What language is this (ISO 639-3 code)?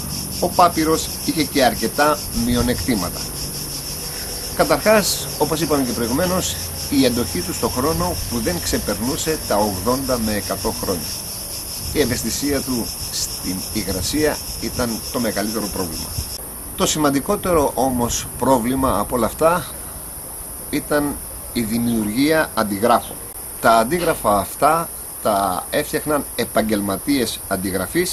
ell